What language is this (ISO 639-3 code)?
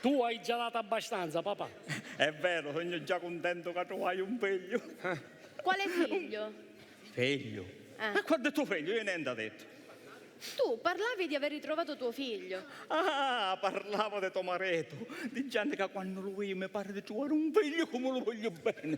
scn